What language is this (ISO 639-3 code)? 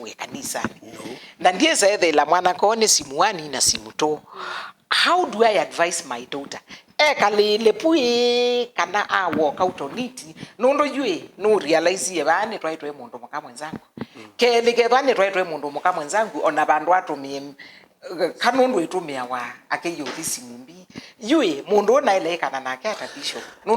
kam